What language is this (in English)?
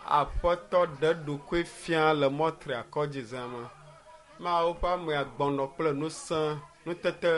Ewe